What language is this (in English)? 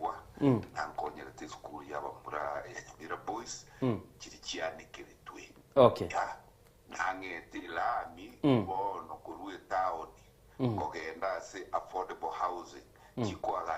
Gusii